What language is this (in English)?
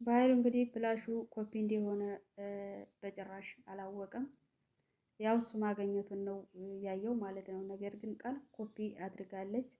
Amharic